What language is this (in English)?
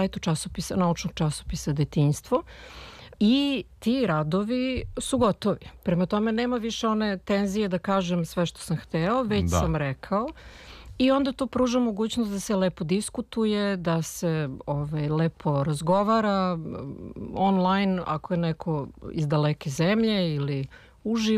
Serbian